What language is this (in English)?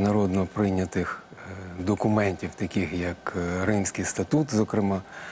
Ukrainian